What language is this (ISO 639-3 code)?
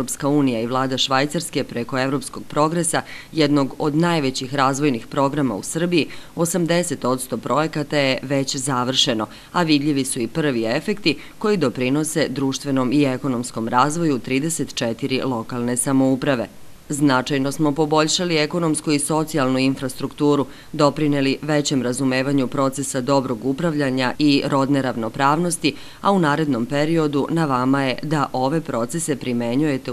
srp